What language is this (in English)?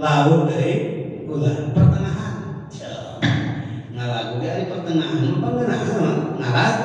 Sundanese